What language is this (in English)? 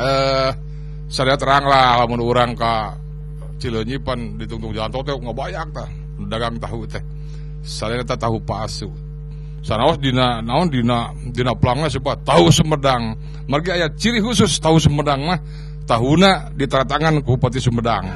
Sundanese